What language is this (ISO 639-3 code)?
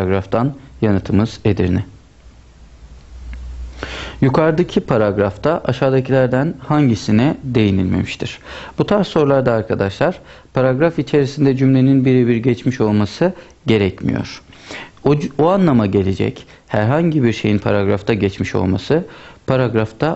tur